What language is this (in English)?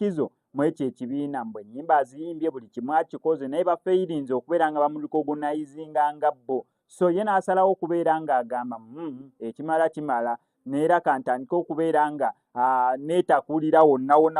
Ganda